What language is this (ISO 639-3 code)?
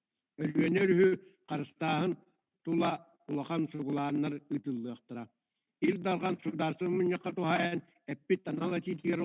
sah